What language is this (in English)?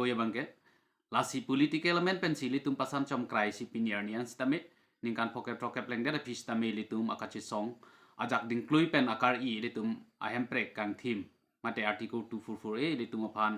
Karbi